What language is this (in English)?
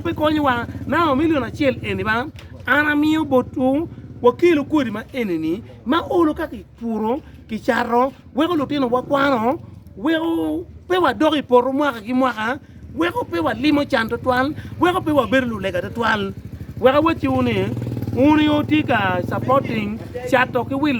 Acoli